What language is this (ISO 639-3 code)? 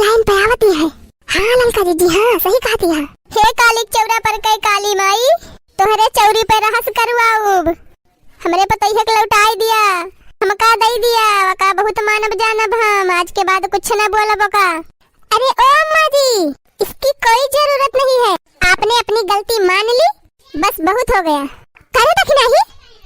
awa